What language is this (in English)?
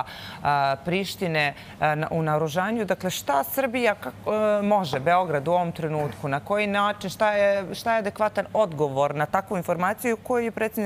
Serbian